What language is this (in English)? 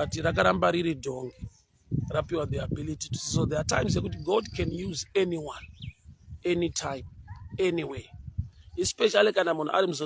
Shona